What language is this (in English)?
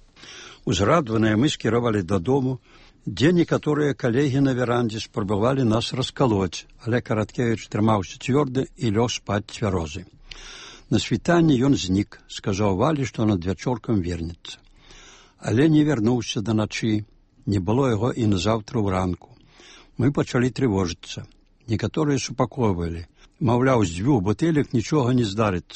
Belarusian